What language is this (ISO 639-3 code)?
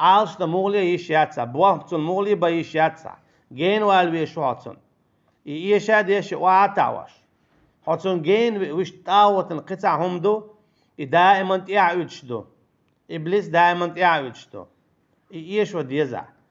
che